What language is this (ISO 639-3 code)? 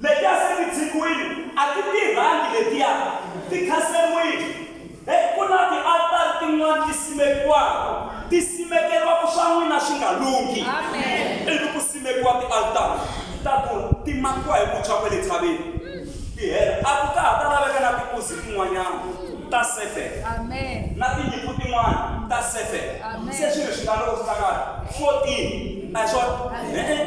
tso